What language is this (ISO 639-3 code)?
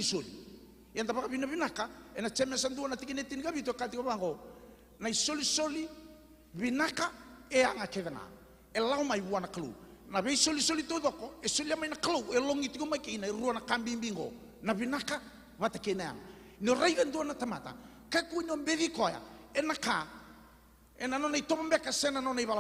fij